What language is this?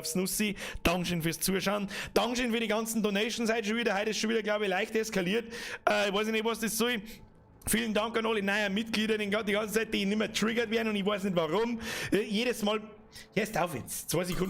Bavarian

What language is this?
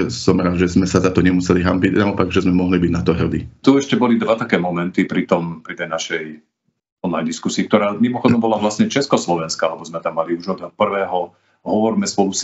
Slovak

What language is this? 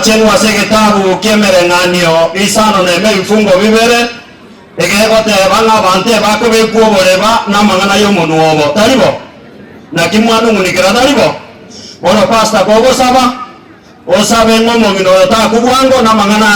Gusii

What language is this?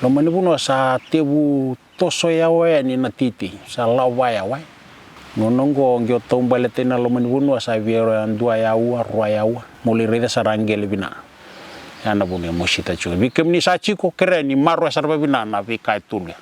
Fijian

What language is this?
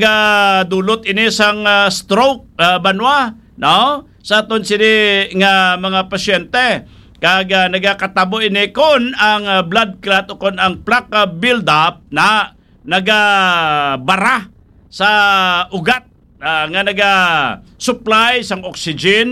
Hiligaynon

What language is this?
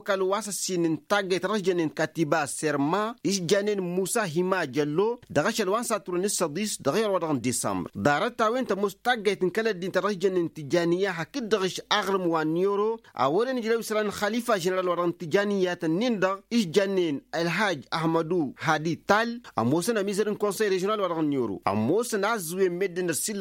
Tamasheq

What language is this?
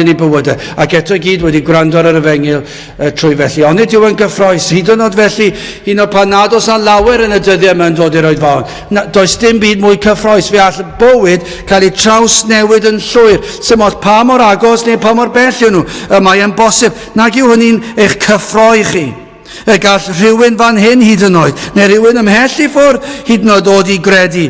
Welsh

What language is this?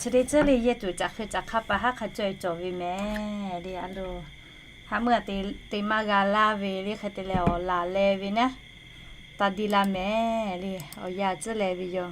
Lahu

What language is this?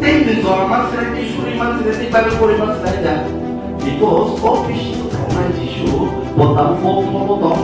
Kok Borok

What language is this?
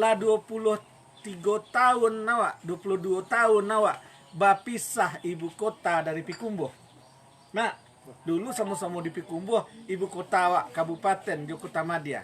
Minangkabau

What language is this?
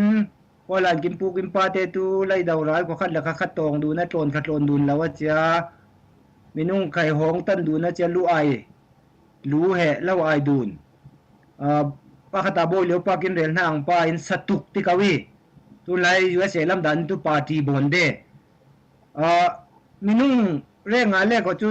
Falam Chin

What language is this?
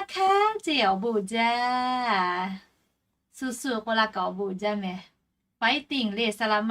Lahu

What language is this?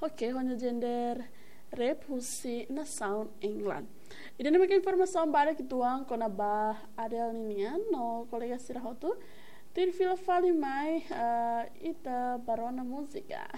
Tetum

